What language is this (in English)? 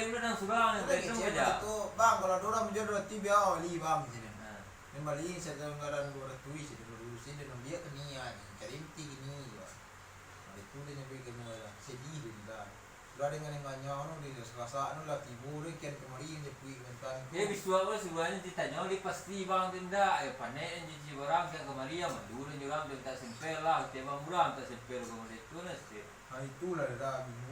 Minangkabau